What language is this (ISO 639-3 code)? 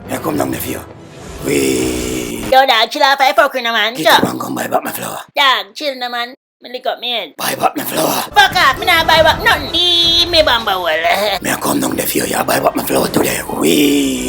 jam